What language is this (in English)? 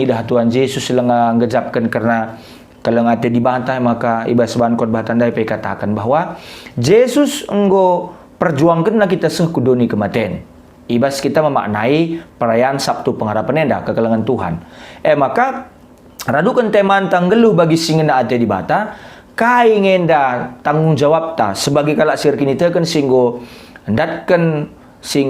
Batak Karo